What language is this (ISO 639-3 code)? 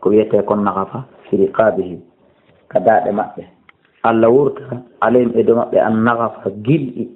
ful